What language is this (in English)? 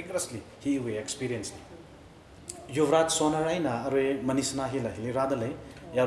Tangkhul Naga (India)